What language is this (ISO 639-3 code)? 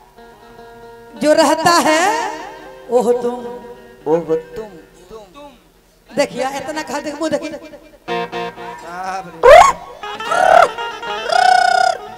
bho